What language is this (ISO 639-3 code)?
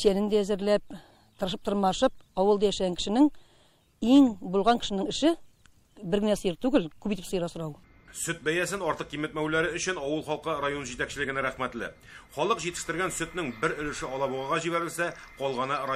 tat